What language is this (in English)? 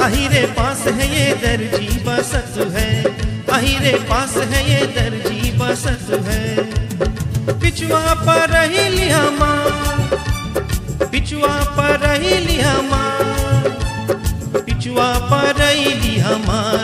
Bhojpuri